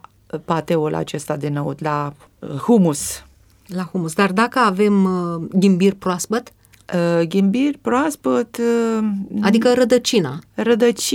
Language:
Romanian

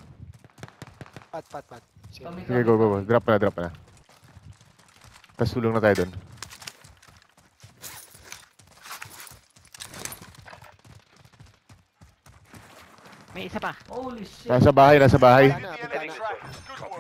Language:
Filipino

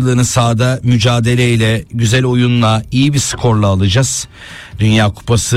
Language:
Turkish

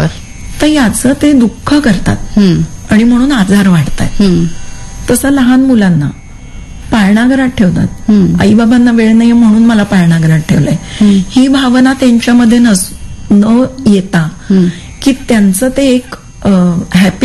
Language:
Marathi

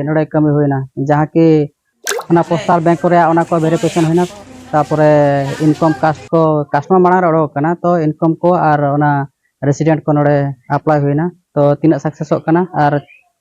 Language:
Santali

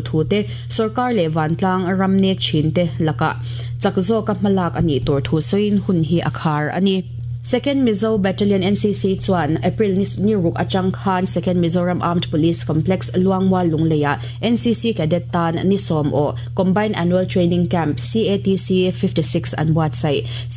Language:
Mizo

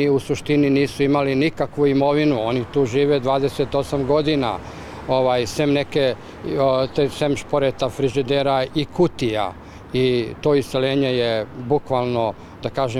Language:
Serbian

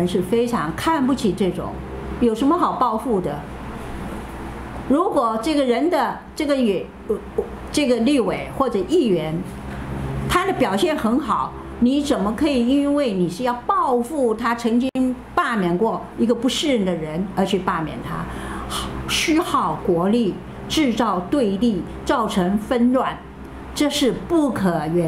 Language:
Chinese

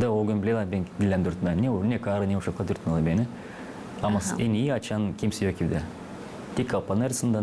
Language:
Gagauz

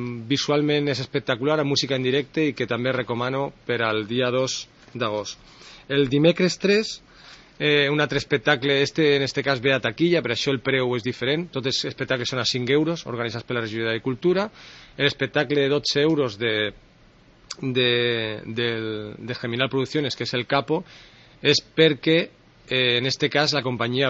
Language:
Catalan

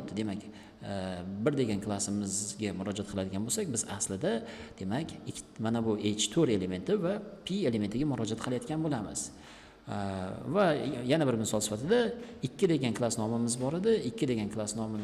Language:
Uzbek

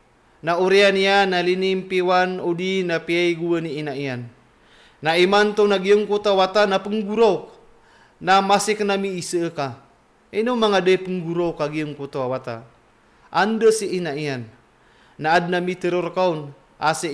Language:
Maranao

